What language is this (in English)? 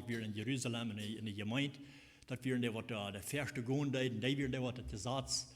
Plautdietsch